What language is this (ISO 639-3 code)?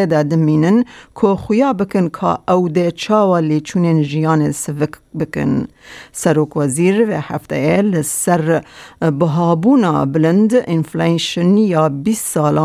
kur